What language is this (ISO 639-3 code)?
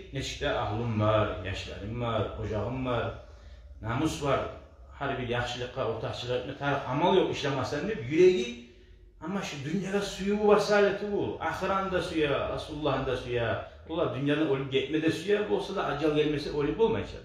kum